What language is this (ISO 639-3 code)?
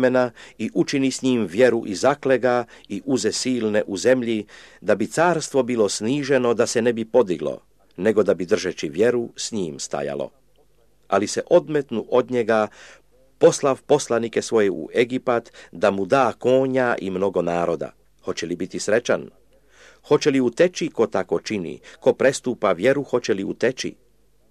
hrv